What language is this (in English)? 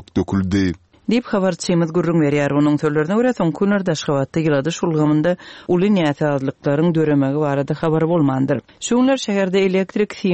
Turkmen